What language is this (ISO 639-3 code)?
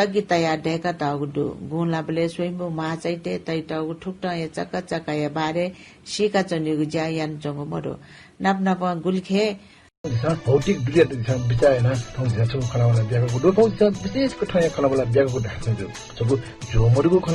new